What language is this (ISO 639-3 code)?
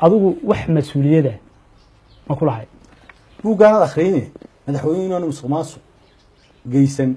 som